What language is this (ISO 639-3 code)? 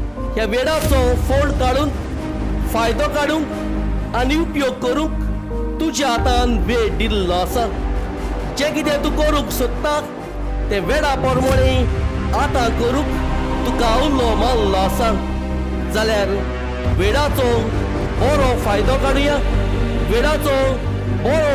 kok